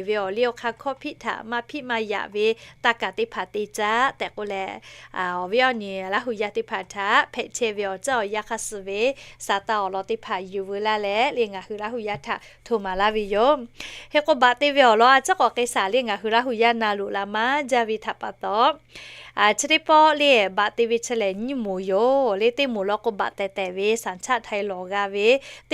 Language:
Lahu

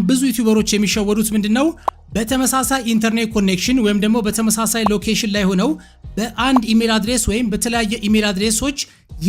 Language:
Amharic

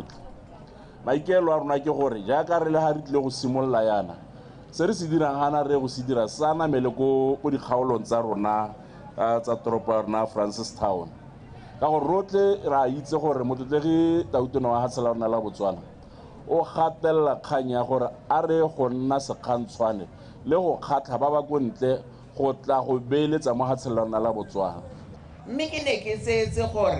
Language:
Tswana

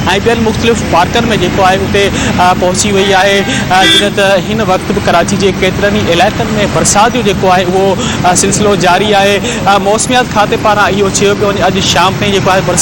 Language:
Sindhi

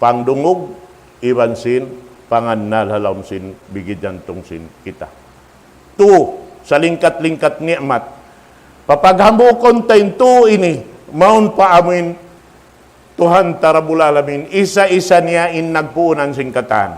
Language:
Tausug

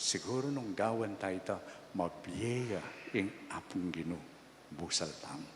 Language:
Pampanga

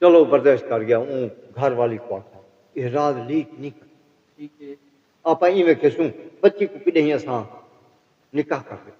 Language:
Saraiki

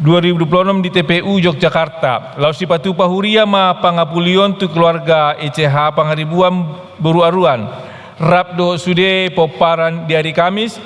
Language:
Batak Toba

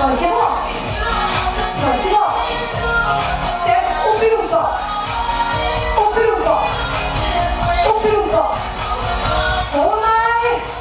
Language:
Norwegian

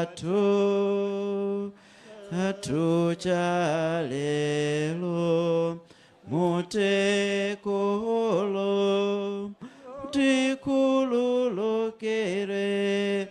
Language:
Nyanja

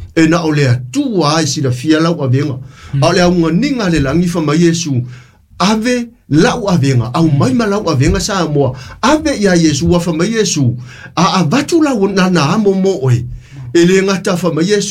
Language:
Samoan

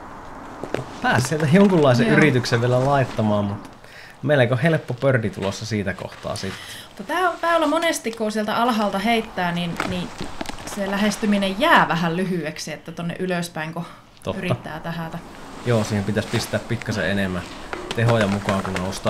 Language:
Finnish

